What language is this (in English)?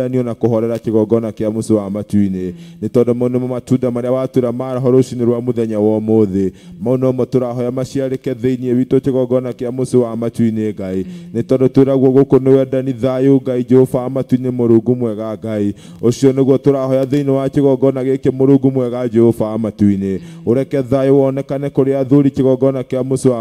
Kikuyu